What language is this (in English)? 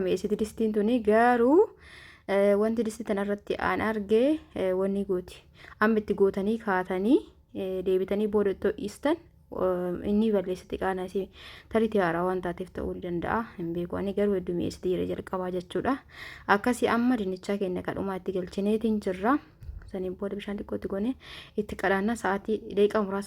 Oromo